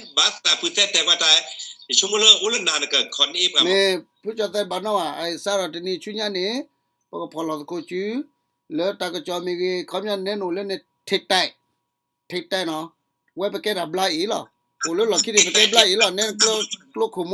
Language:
S'gaw Karen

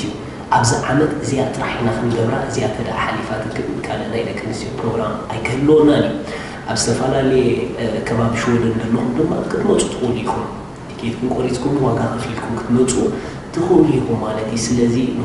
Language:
Tigrinya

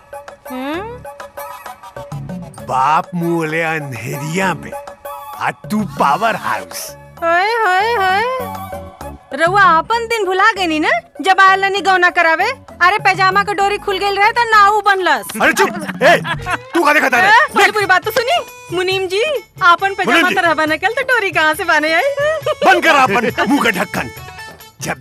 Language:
Bhojpuri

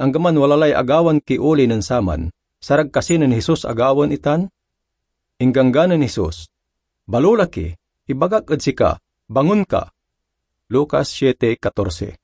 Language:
Pangasinan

